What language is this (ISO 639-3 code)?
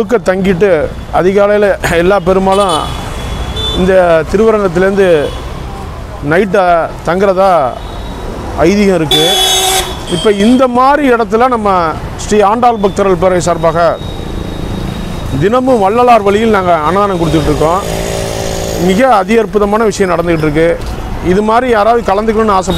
tam